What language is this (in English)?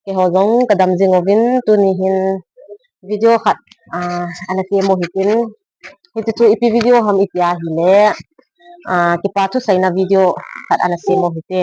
Thado Chin